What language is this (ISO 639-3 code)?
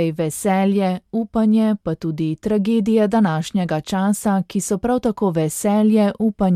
slv